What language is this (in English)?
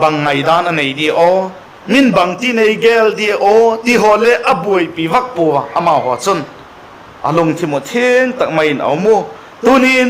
Vaiphei